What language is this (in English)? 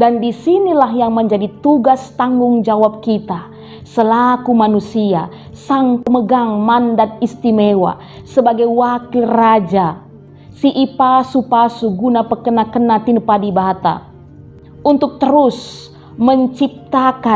Batak Karo